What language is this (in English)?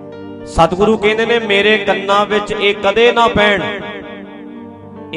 Punjabi